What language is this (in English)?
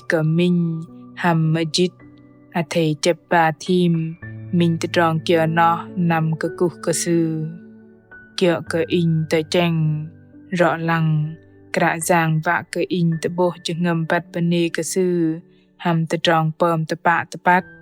Bahnar